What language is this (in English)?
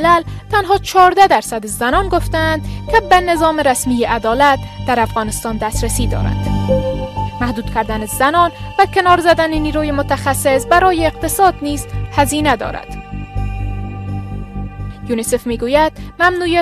Persian